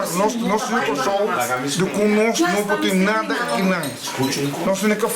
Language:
Papiamento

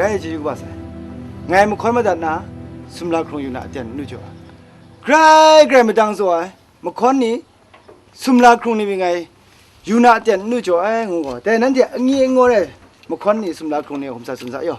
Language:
Kachin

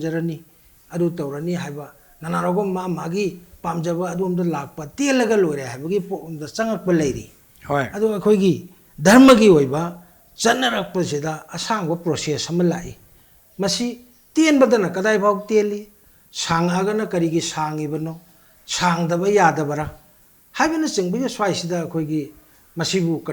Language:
Manipuri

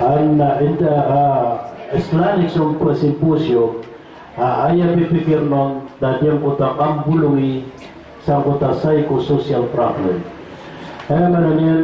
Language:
Maranao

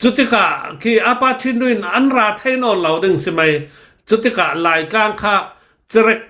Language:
Hakha Chin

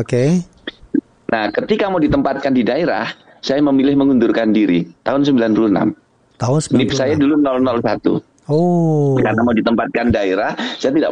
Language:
Indonesian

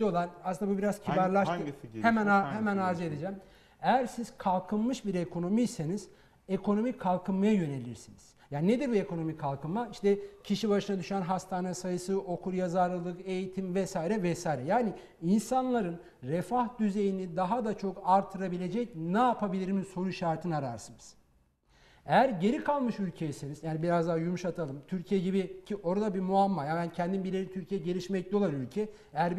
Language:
Turkish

